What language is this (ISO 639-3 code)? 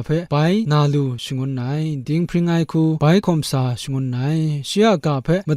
kac